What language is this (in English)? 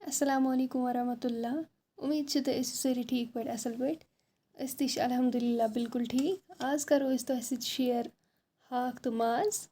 Kashmiri